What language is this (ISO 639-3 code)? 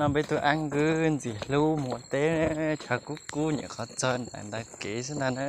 hmn